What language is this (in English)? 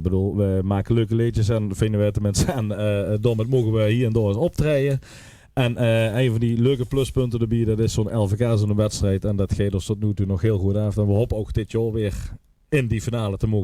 Limburgish